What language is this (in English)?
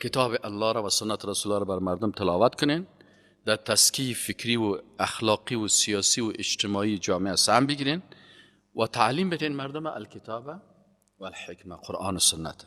Persian